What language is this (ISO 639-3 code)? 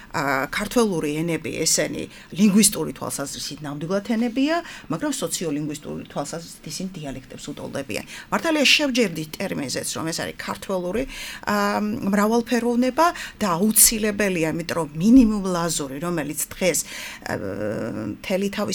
kat